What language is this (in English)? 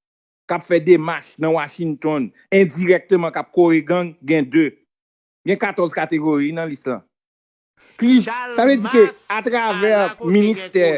Haitian Creole